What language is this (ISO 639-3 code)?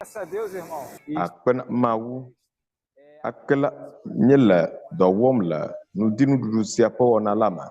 ewe